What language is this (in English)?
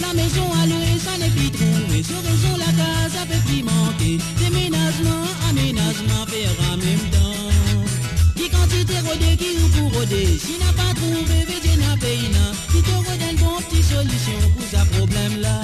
Morisyen